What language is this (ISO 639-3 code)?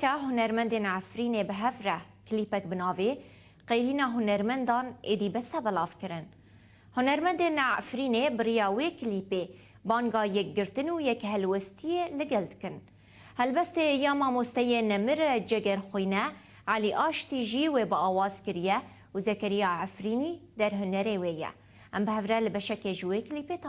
kur